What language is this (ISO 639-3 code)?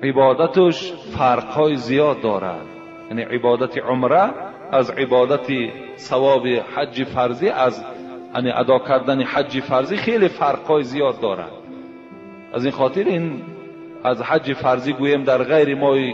tgk